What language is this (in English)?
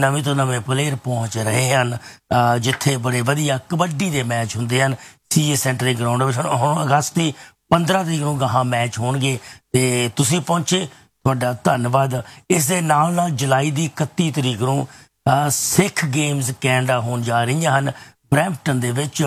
Punjabi